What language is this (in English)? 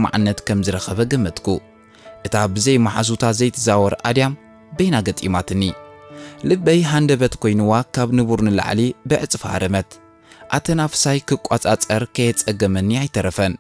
Tigrinya